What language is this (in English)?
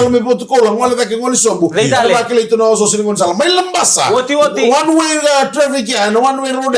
Fijian